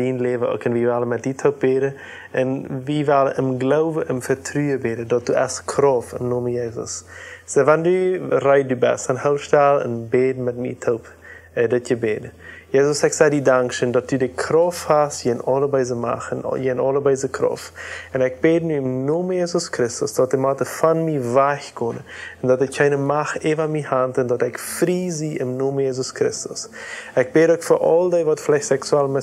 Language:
Plautdietsch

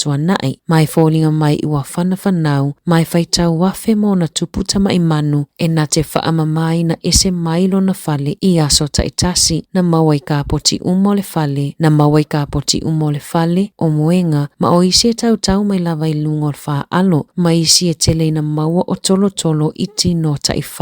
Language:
Samoan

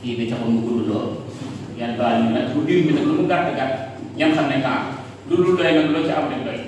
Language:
Wolof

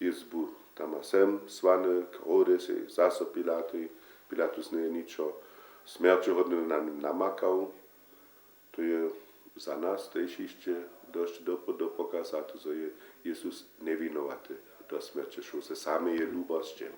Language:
Upper Sorbian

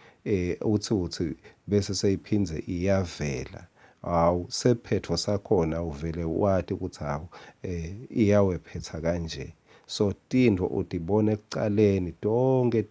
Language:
Swati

